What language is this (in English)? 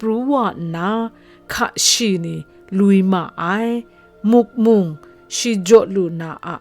Kachin